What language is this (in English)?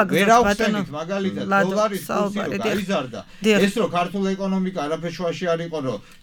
Georgian